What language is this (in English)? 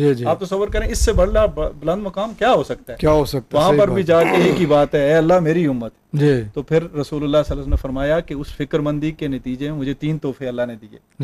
Urdu